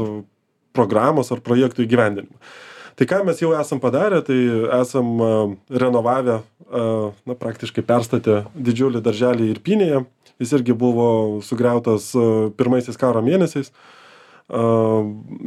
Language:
Lithuanian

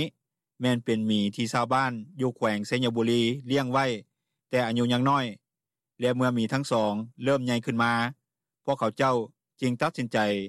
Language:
Lao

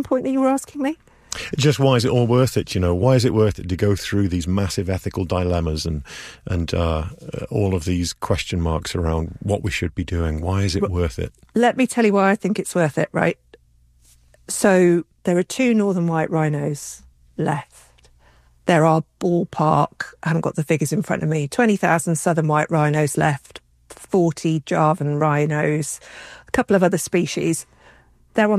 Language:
English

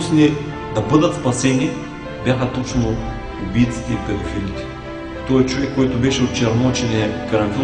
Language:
Bulgarian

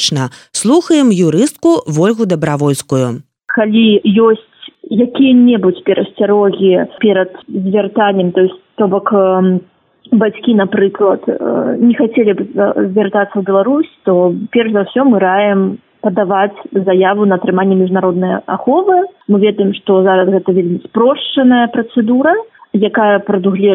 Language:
Belarusian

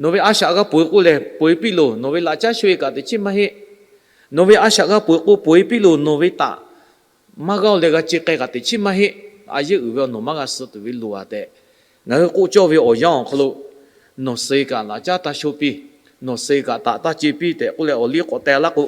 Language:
Lahu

